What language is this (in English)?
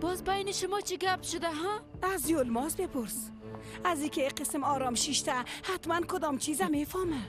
Persian